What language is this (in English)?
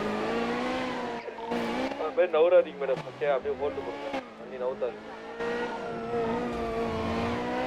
Tamil